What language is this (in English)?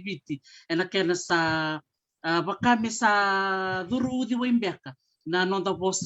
Fijian